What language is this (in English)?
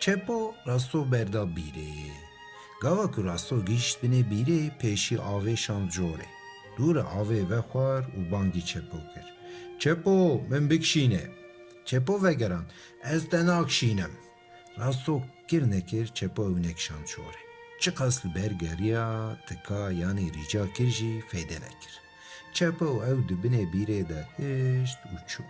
Kurdish